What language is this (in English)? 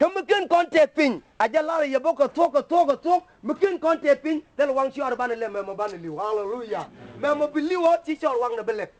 Nuer